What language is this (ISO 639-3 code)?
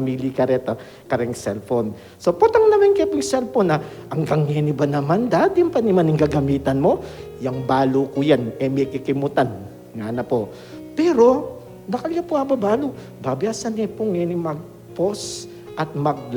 pam